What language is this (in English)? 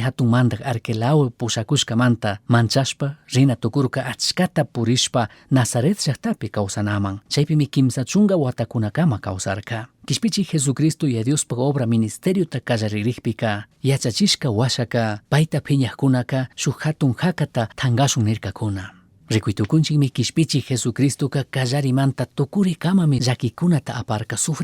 Chimborazo Highland Quichua